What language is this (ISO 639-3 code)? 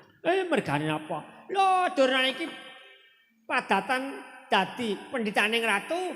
jav